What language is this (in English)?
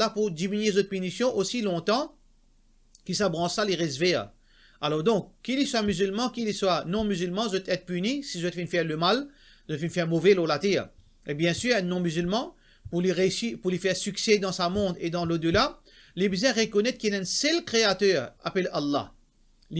Morisyen